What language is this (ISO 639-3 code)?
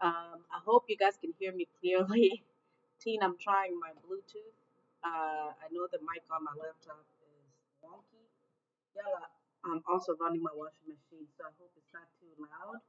ach